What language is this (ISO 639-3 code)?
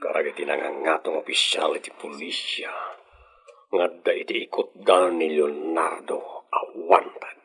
ilo